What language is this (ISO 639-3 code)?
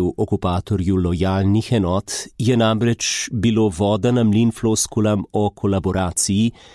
slv